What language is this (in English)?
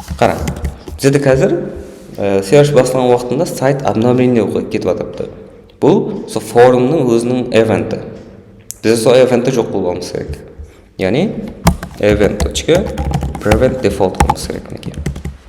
Kara-Kalpak